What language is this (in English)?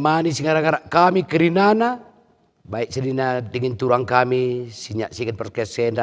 Batak Karo